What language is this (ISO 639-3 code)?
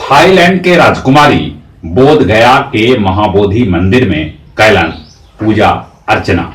mag